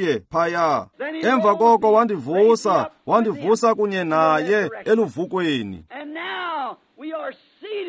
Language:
Xhosa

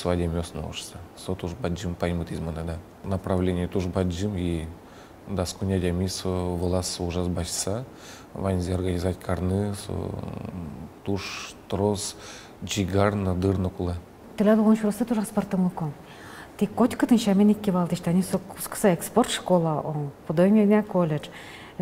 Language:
Udmurt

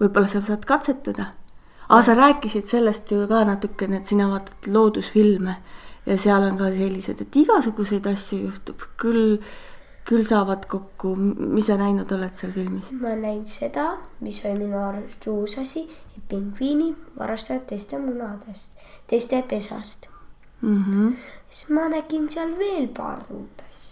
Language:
Estonian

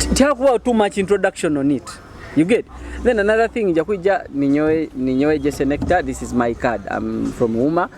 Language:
Nyoro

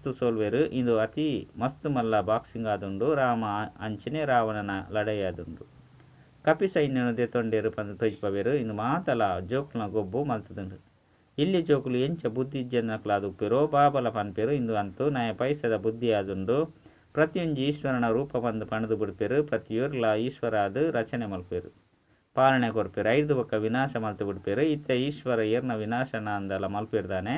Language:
Tulu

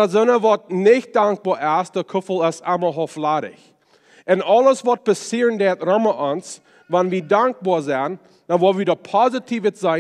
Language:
Plautdietsch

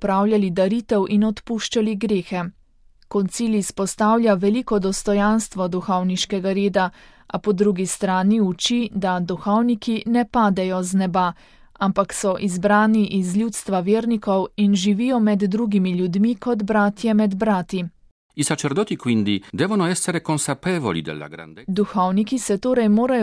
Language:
Slovenian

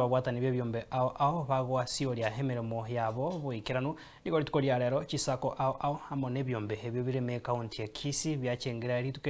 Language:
Gusii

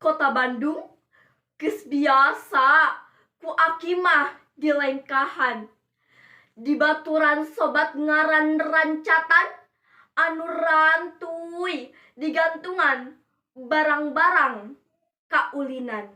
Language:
Sundanese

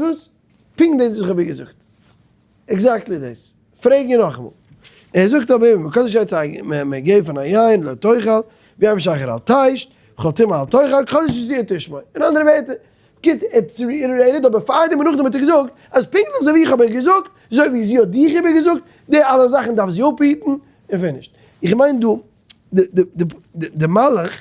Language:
Yiddish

